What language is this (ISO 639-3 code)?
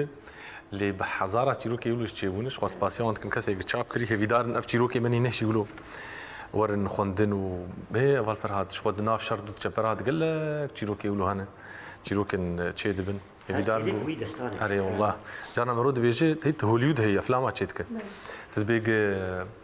kur